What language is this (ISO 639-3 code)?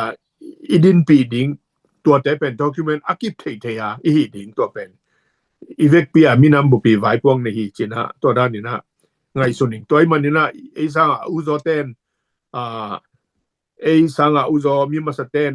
ctd